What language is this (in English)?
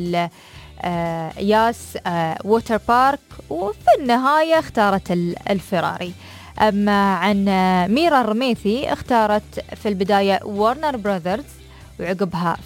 Najdi Arabic